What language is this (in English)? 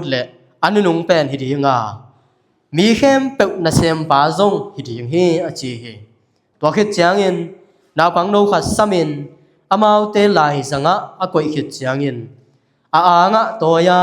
Tedim Chin